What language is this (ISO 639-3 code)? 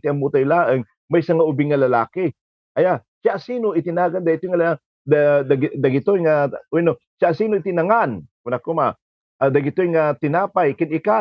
ilo